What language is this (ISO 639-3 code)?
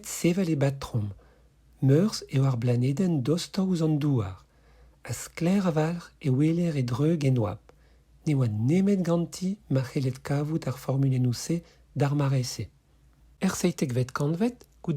bre